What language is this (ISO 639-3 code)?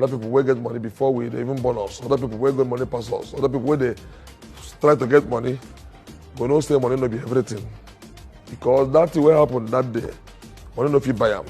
pcm